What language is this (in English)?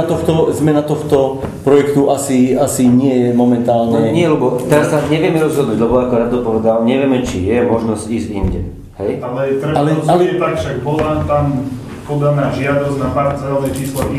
Slovak